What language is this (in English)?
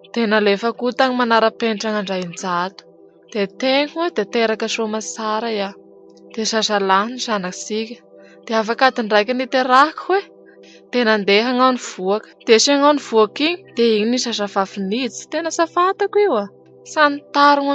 Malagasy